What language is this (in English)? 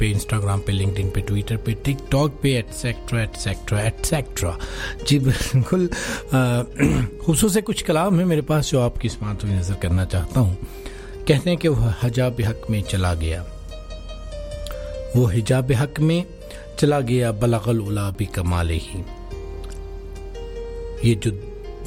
Urdu